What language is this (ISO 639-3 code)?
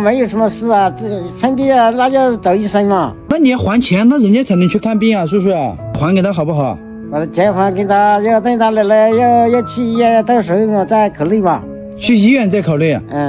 zho